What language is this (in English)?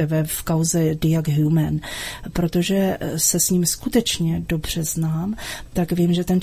Czech